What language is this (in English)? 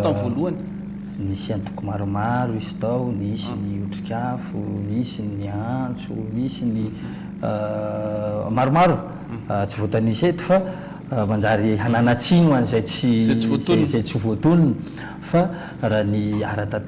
Malagasy